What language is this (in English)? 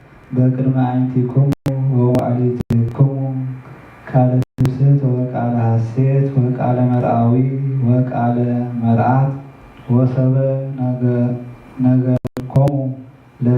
Geez